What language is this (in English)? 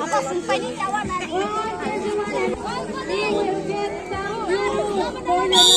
Kok Borok